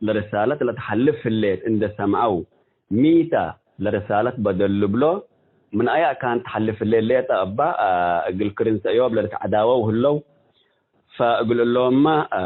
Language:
Tigre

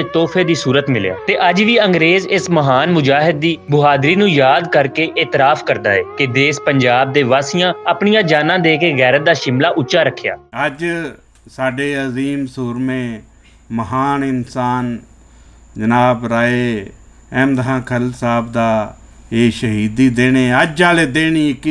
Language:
Western Panjabi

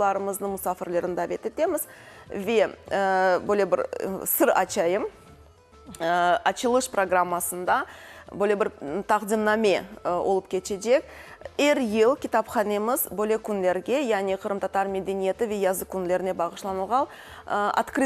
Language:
Crimean Tatar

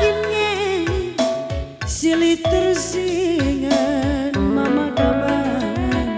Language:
Batak Karo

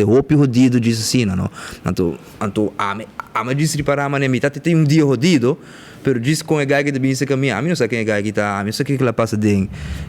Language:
Papiamento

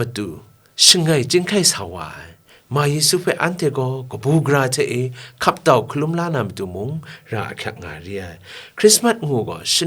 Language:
Kachin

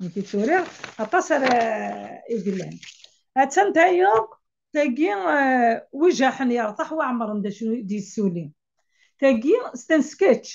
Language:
Kabyle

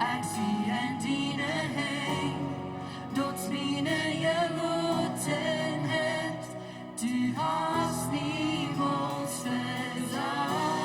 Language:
Plautdietsch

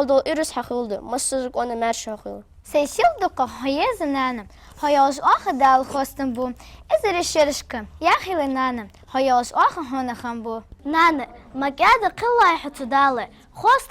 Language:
Ingush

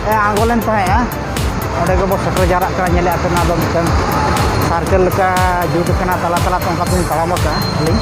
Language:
Santali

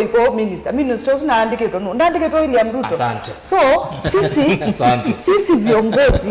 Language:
Kamba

